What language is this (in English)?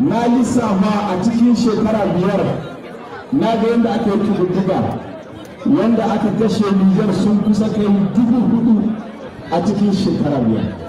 Hausa